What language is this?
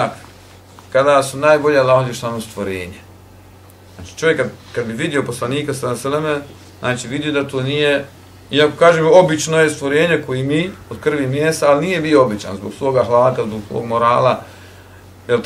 Bosnian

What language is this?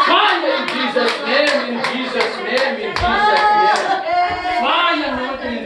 Tedim Chin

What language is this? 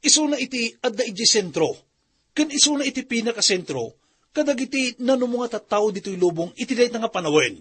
Iloko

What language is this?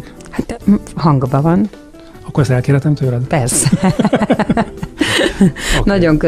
Hungarian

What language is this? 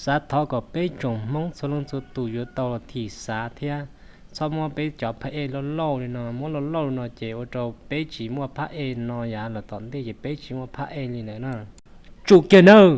Hmong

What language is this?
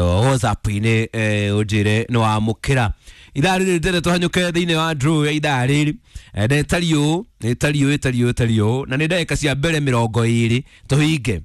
Kikuyu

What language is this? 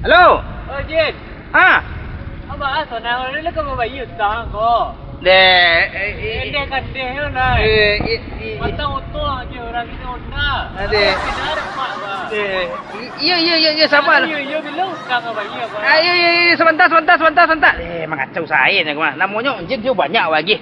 Minangkabau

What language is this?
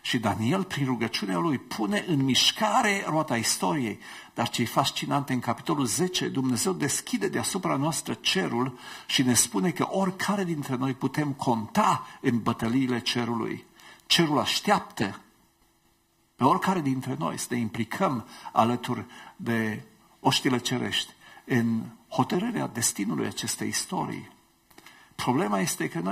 Romanian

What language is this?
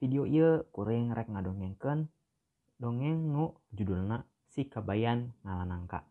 Sundanese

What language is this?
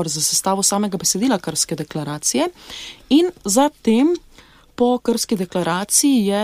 Slovenian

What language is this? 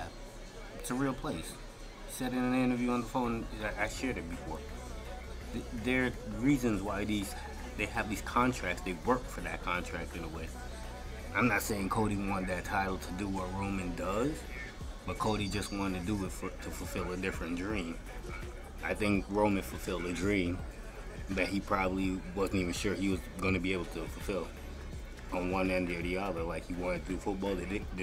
English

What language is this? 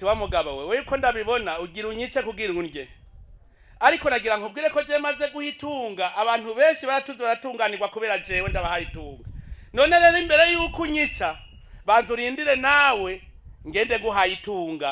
Rundi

